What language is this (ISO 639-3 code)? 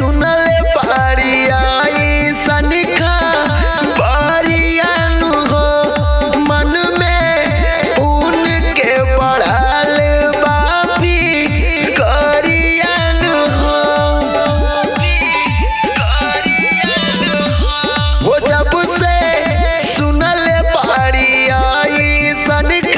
bho